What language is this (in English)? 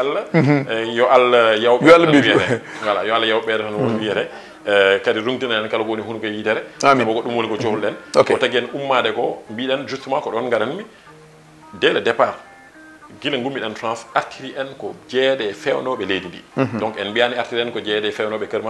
Fula